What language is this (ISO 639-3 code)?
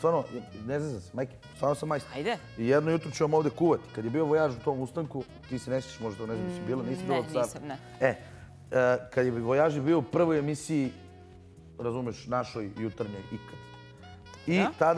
srp